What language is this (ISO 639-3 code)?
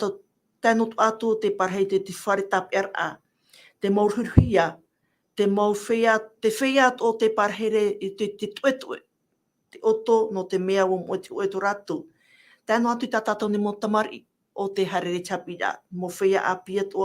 tah